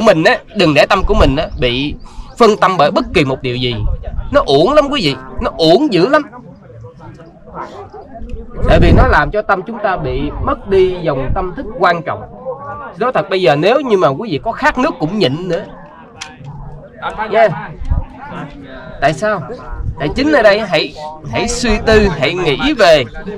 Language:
Vietnamese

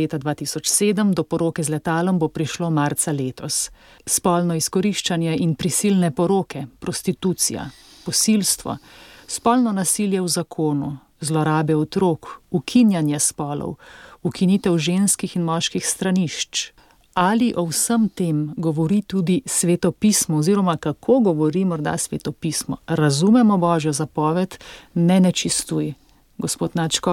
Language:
Slovenian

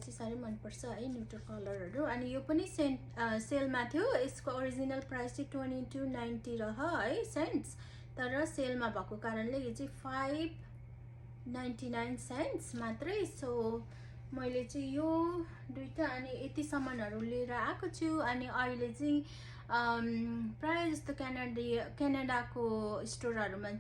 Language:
Nepali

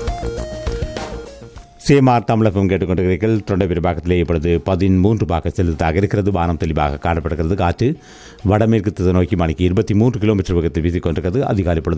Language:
Tamil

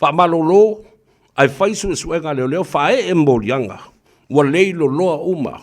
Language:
Samoan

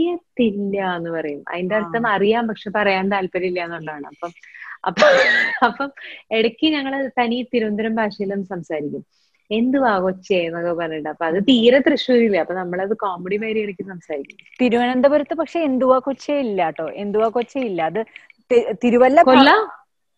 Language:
Malayalam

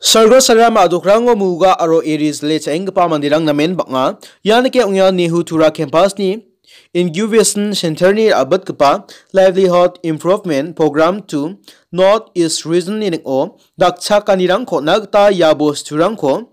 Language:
Garo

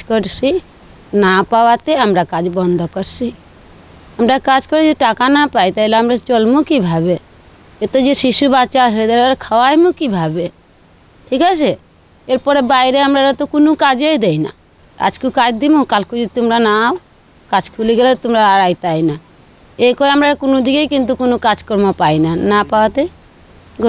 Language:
Sylheti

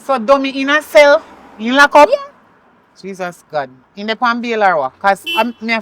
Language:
Jamaican Creole English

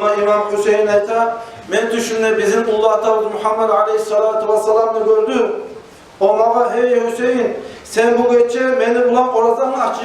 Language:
Kumyk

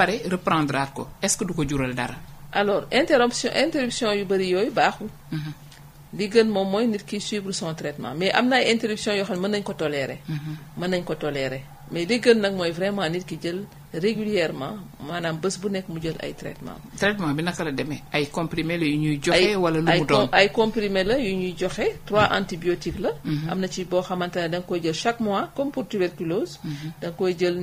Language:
Wolof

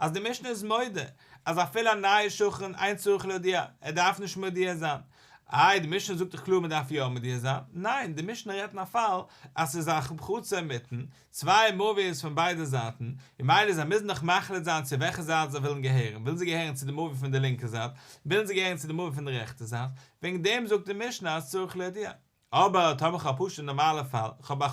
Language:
Yiddish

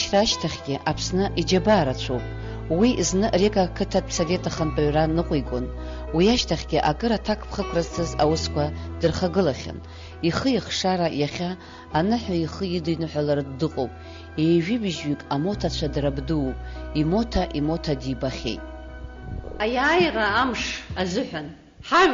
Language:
Abkhazian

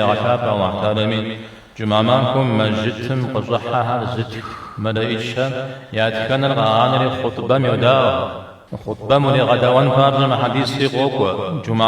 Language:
Kabardian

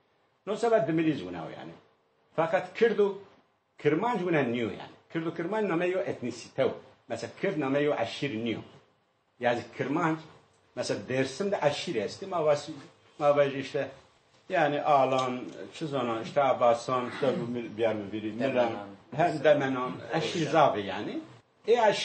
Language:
Zaza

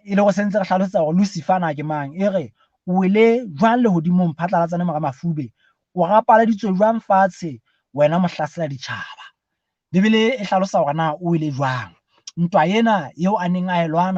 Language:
Southern Sotho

